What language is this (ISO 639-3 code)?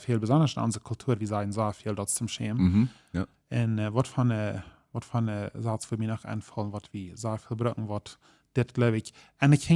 pdt